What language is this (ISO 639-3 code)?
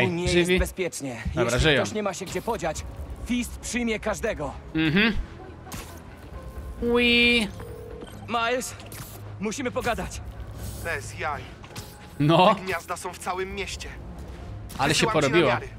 pol